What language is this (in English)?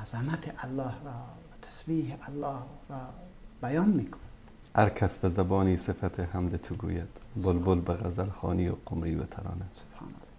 Persian